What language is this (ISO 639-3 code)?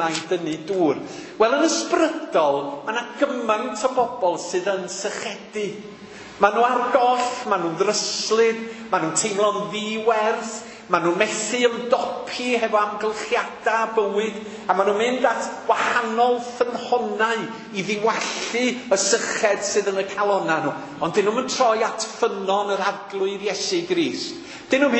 cym